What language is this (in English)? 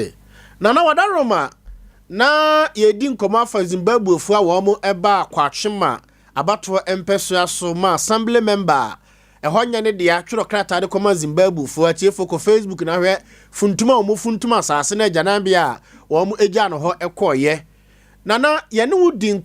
Akan